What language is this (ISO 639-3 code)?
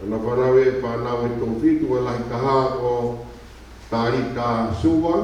ton